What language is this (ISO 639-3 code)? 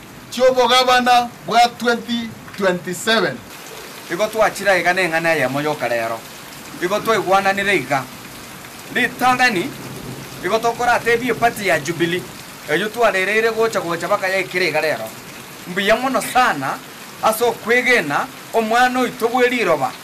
guz